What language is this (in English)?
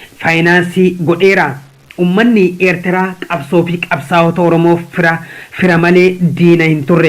Oromo